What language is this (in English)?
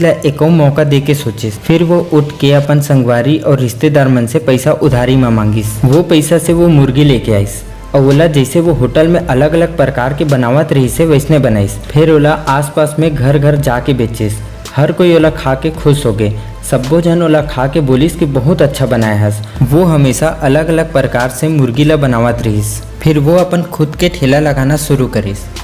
Chhattisgarhi